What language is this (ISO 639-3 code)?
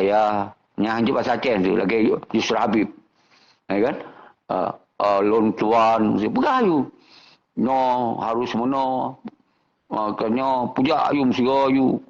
ace